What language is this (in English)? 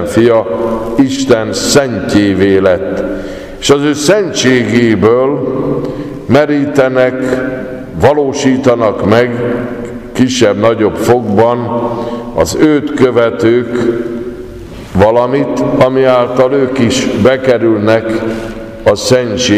Hungarian